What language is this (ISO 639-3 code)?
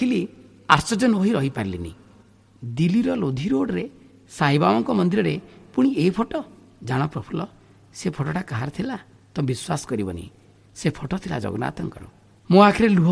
ori